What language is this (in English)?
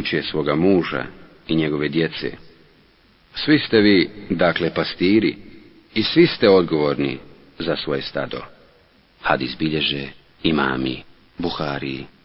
Bosnian